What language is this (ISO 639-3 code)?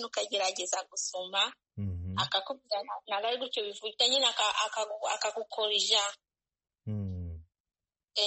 kin